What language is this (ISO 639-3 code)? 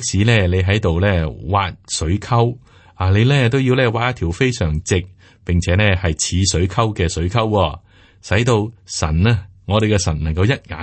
yue